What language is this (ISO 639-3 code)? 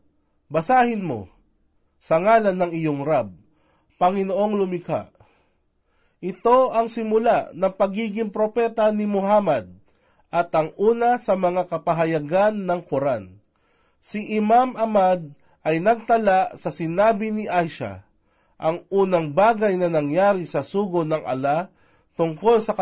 fil